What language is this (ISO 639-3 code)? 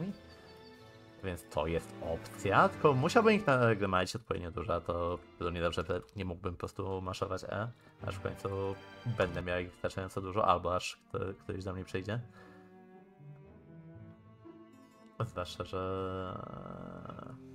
pol